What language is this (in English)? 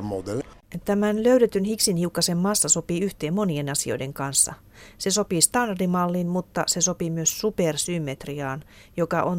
Finnish